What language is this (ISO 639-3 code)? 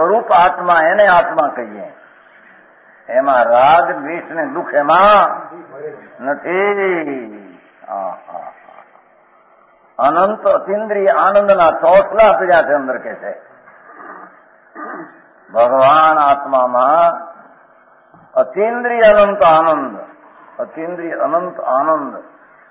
guj